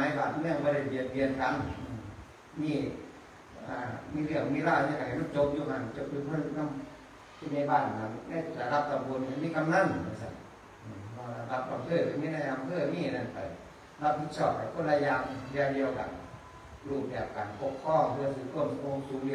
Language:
Northeastern Thai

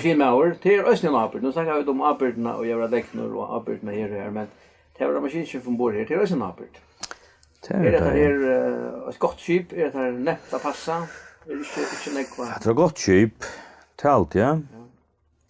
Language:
Faroese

